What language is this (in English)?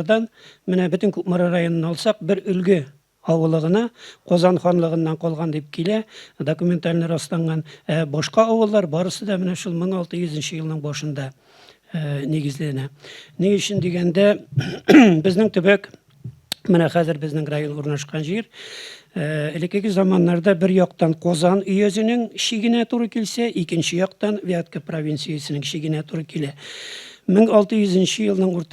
Tatar